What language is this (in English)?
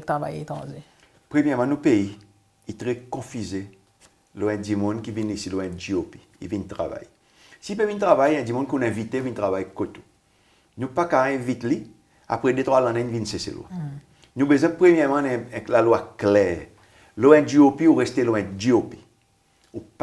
Seselwa Creole French